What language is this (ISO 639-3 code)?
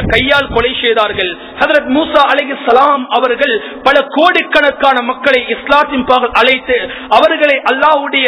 tam